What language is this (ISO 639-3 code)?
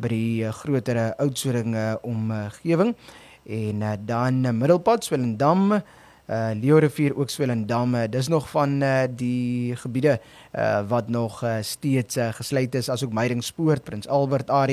afr